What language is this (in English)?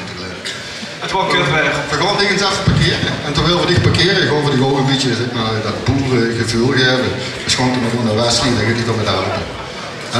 Limburgish